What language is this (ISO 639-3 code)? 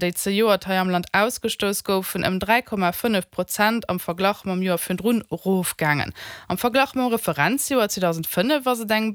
ltz